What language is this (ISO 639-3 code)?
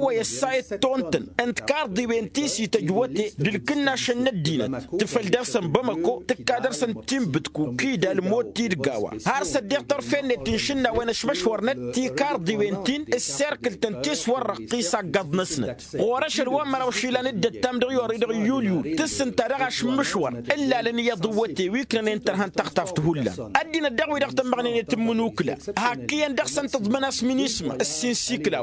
taq